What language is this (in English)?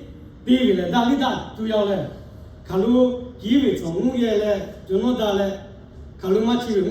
Lahu